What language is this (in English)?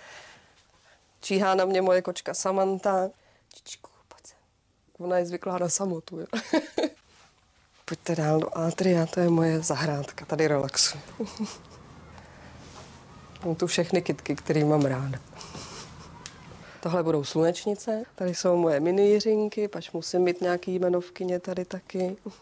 Czech